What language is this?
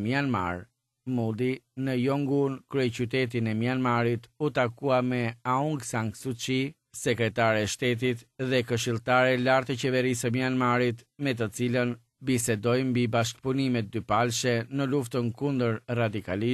Albanian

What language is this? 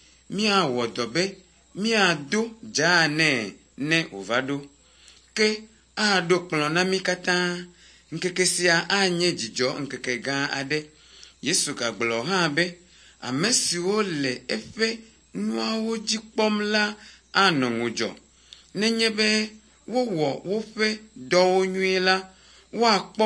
Ewe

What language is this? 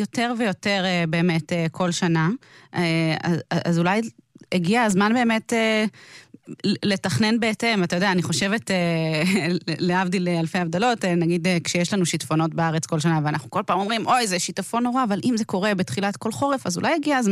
Hebrew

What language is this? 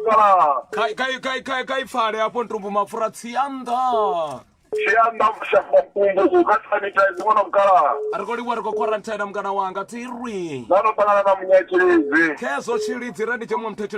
Venda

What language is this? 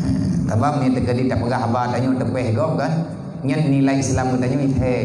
Achinese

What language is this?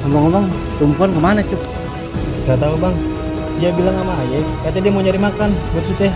Betawi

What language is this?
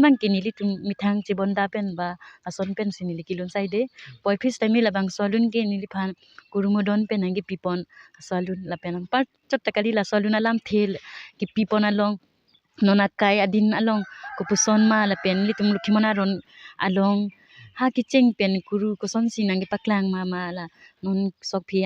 Karbi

